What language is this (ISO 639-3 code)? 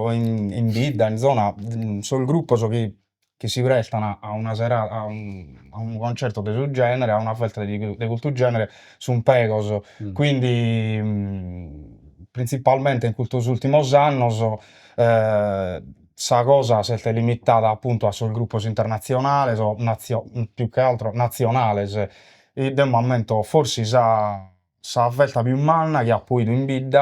srd